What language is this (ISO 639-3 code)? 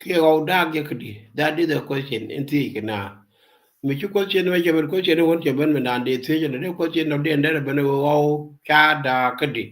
nus